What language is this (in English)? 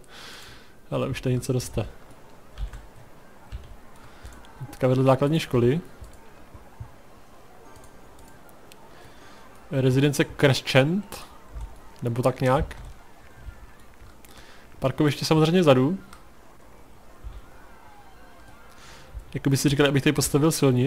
Czech